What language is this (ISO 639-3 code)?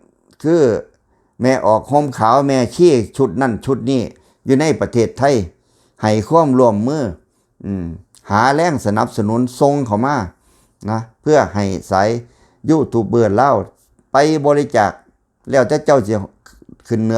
tts